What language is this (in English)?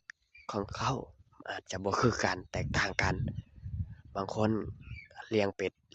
Lao